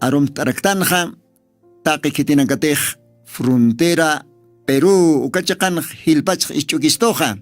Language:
Aymara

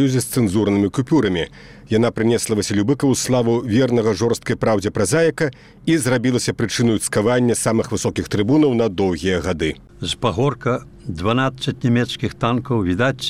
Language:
Belarusian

